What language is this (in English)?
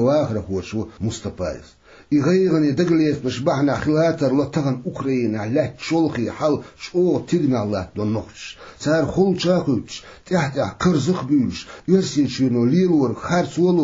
Chechen